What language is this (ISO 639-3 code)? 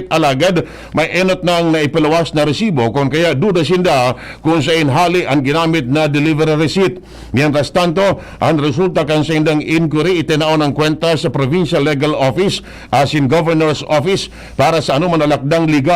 bik